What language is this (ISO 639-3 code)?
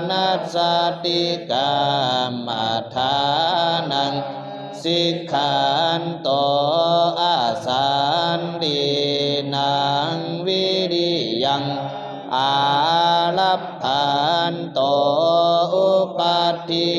pli